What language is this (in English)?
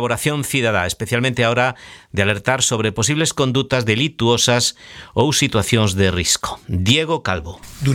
Galician